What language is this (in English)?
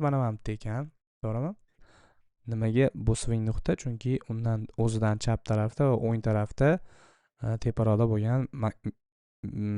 Uzbek